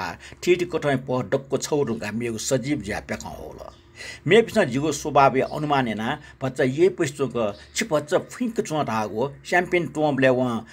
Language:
Newari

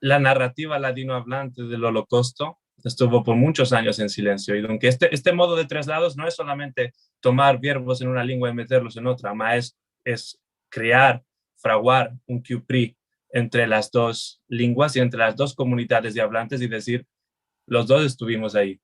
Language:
Ladino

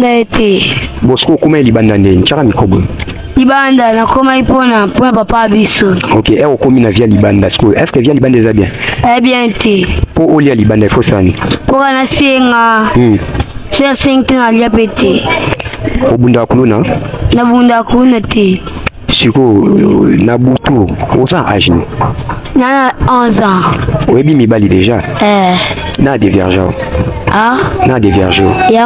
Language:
Lingala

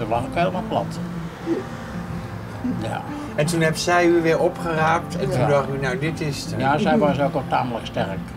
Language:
Dutch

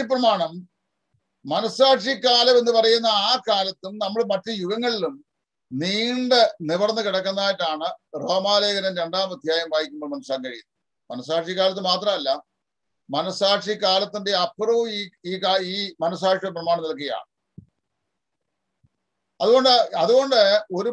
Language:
Malayalam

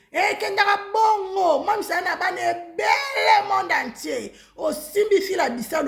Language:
Lingala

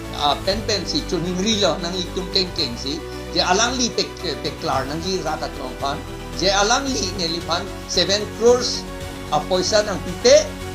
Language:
Karbi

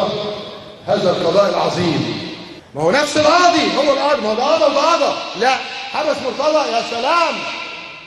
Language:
Egyptian Arabic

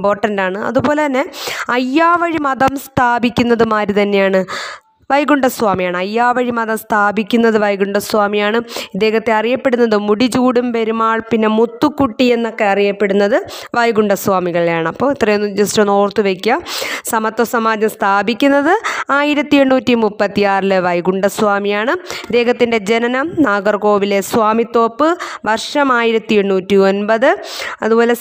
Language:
Malayalam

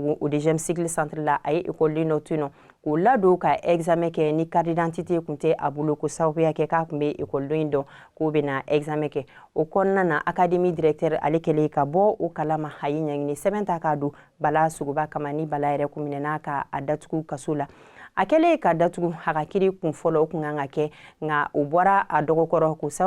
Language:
Bambara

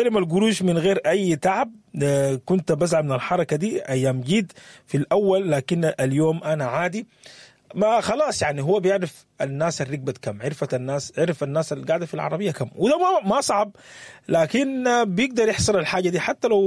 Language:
Sudanese Arabic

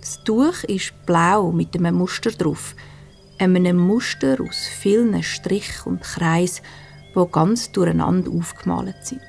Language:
Swiss German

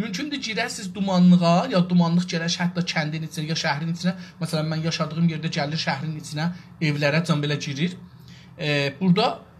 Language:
South Azerbaijani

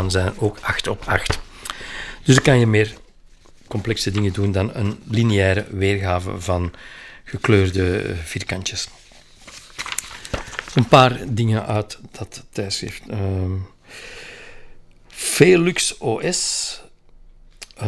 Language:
Dutch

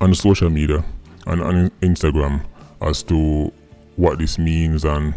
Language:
Jamaican Creole English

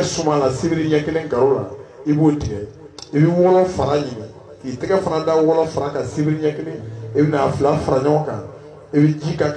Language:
Bambara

